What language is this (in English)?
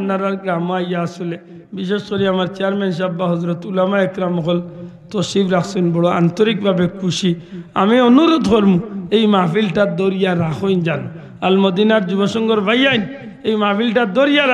Sylheti